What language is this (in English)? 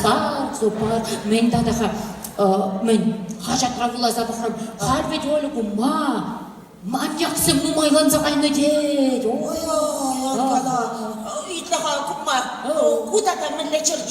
Chuvash